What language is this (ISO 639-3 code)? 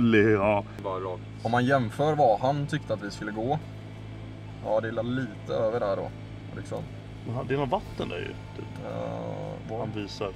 swe